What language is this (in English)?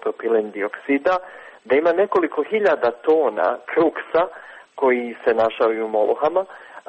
Croatian